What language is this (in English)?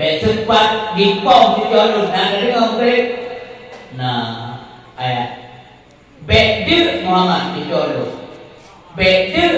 Achinese